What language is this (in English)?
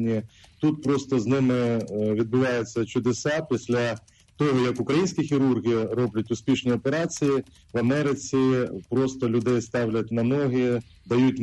Ukrainian